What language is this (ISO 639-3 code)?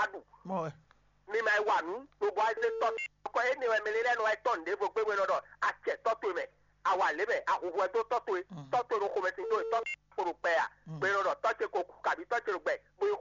fon